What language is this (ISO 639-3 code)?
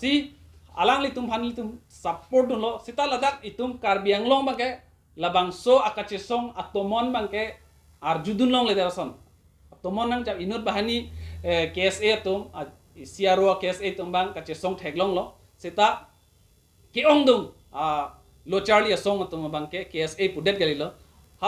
mjw